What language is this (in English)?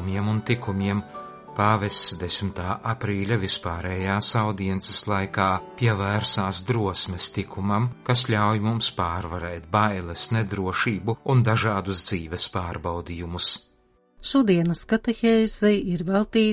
Latvian